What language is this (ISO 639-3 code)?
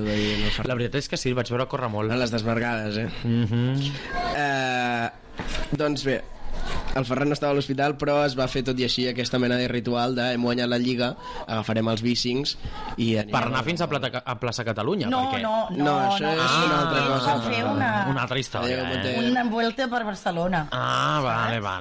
cat